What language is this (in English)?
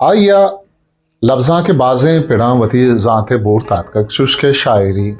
Eastern Balochi